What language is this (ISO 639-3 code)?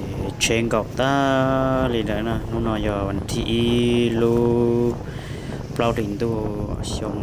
hmn